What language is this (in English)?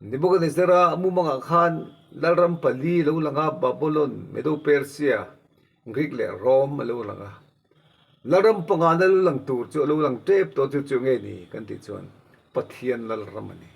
Mizo